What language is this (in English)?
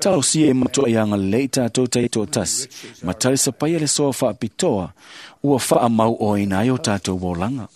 Samoan